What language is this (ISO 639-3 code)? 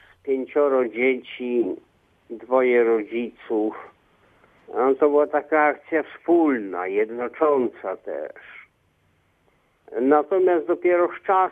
pol